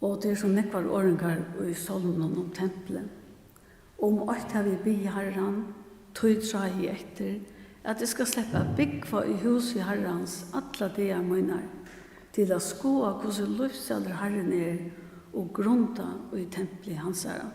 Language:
Faroese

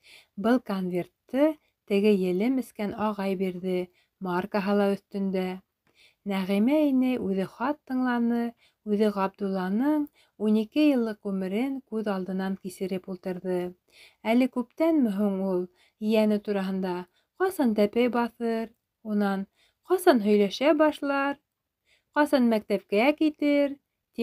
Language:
Bashkir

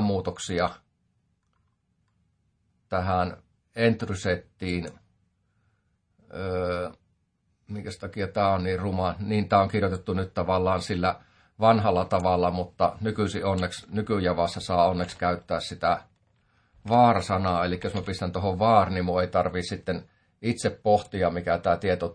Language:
Finnish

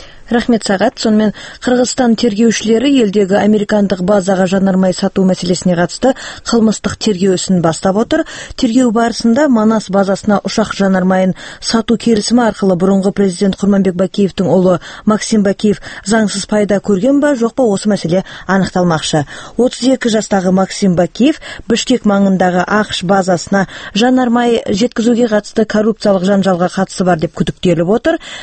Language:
Kazakh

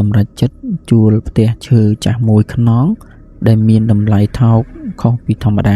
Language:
Khmer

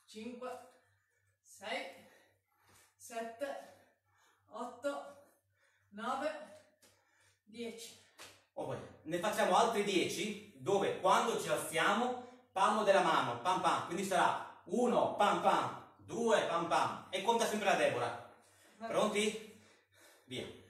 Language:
Italian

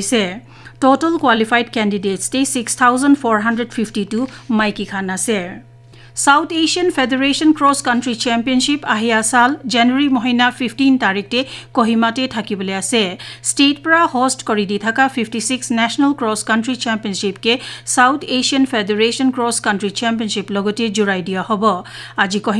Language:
Naga Pidgin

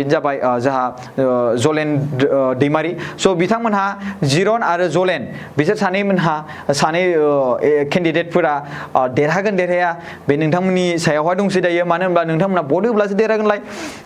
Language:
Bodo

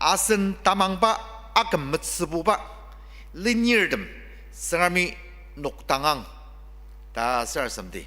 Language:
Ao Naga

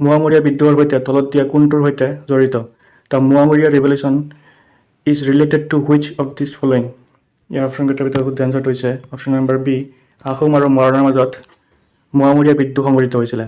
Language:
Assamese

